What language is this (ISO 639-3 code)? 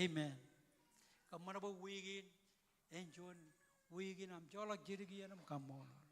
mah